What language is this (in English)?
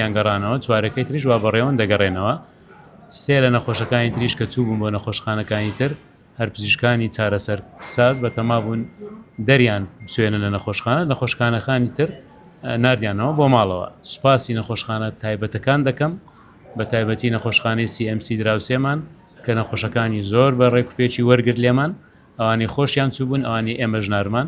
Central Kurdish